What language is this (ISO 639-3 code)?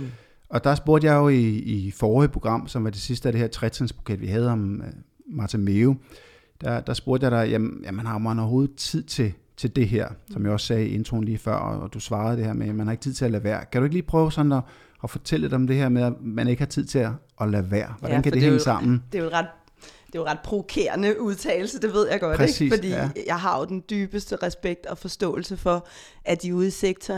dan